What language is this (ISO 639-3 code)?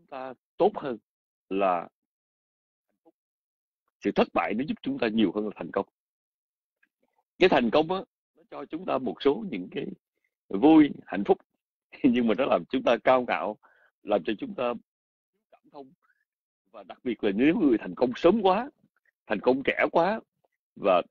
vie